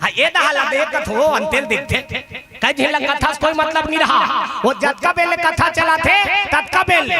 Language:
Chhattisgarhi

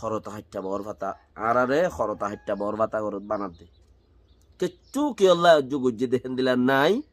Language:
Rohingya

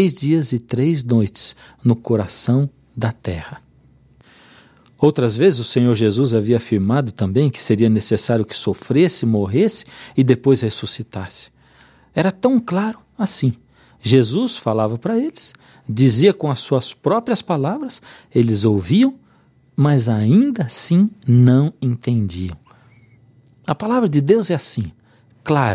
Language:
Portuguese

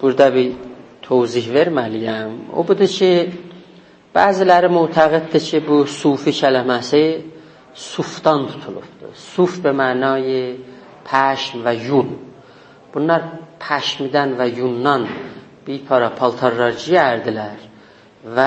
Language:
South Azerbaijani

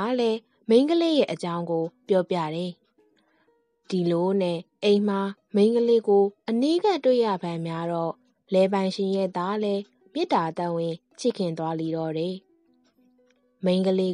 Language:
Burmese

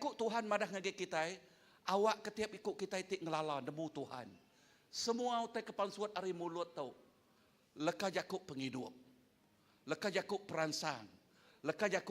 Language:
Iban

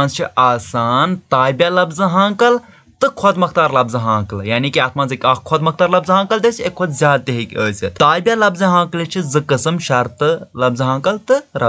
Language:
Kashmiri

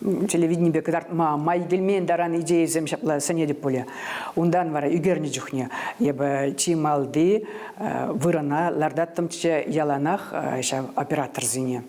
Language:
Chuvash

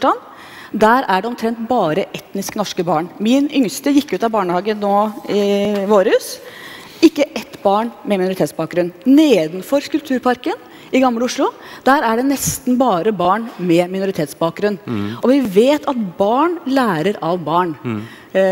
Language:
Norwegian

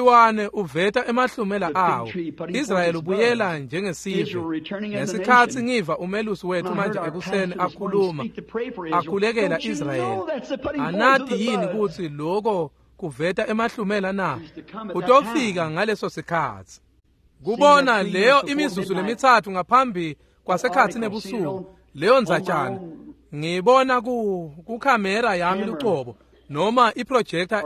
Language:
Swati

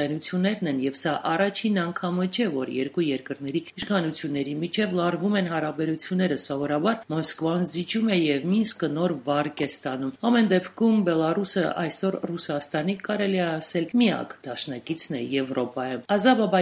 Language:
Armenian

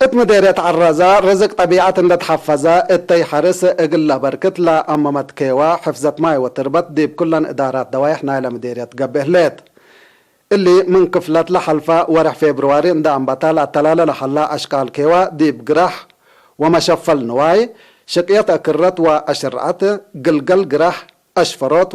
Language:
Tigre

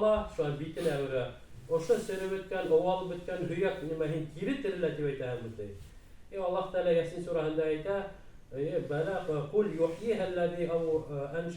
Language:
Bashkir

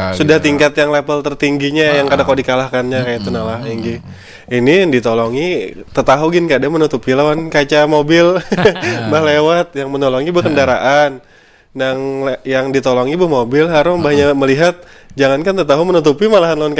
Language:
Banjar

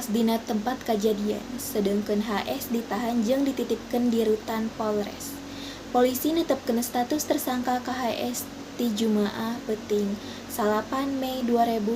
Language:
Sundanese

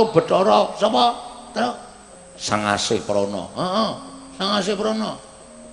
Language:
Javanese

